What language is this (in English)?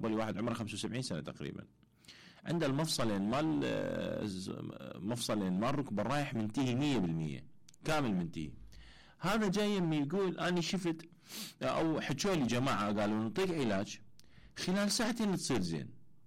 Mesopotamian Arabic